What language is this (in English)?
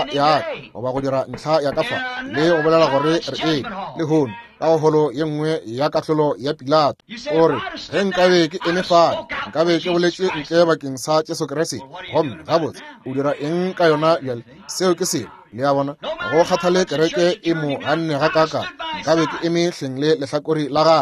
Northern Sotho